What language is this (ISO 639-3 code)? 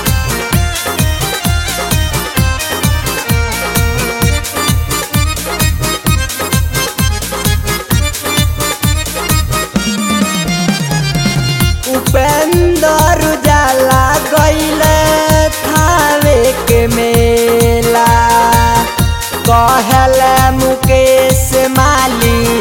bho